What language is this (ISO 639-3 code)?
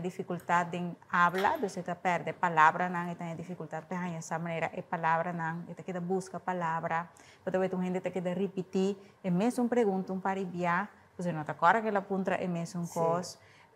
pap